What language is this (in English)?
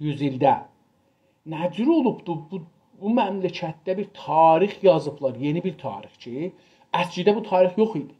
South Azerbaijani